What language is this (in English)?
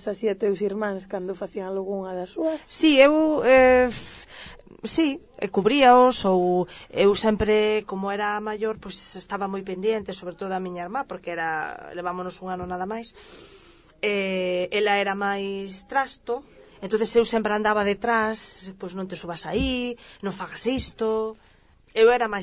Galician